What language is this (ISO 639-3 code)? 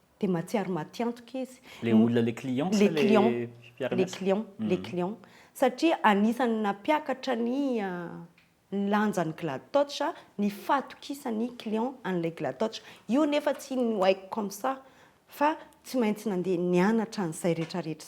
mlg